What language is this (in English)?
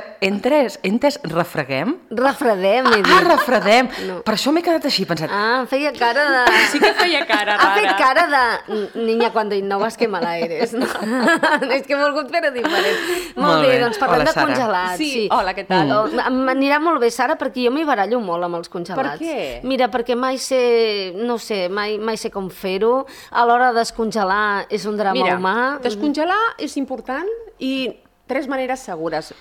Catalan